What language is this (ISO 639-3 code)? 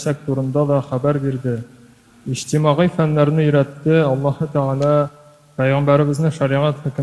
tat